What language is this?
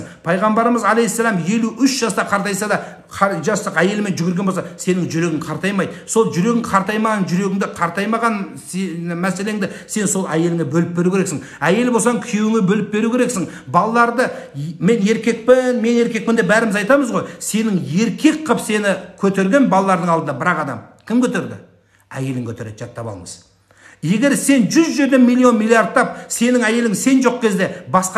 Kazakh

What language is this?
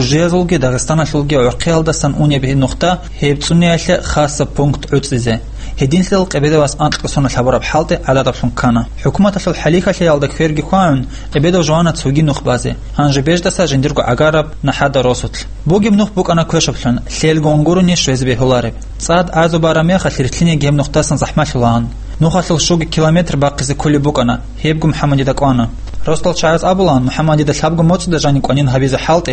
Avaric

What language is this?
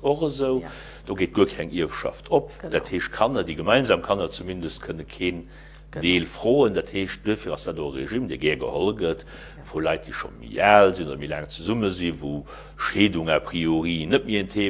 Luxembourgish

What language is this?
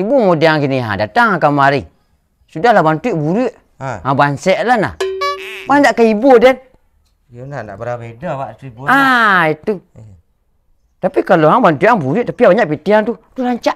Minangkabau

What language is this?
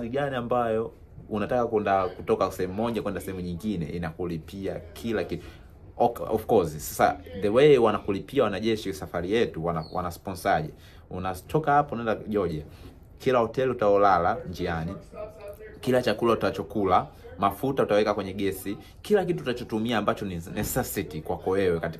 Swahili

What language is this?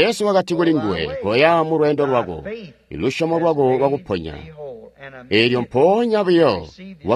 Tonga (Zambia)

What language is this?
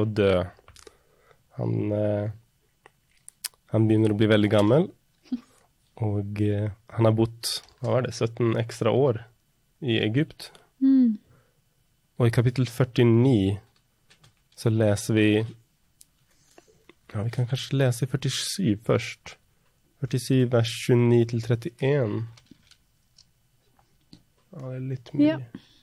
Norwegian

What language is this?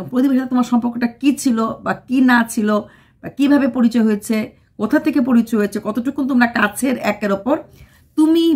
Bangla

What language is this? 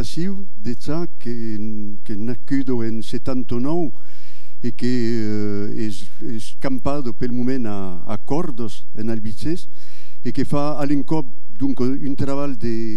Occitan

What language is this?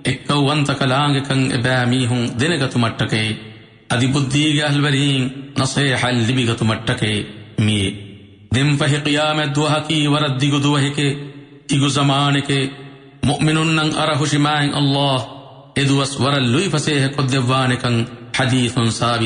Divehi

